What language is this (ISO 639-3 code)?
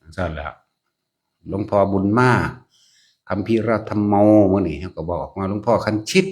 tts